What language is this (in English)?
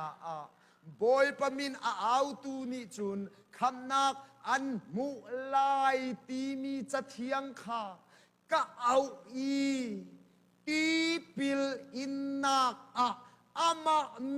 Hakha Chin